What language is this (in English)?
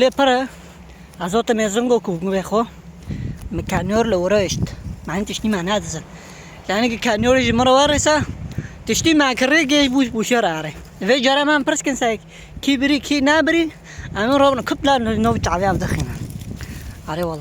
Kurdish